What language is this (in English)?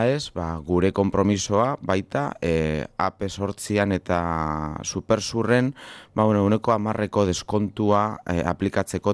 Basque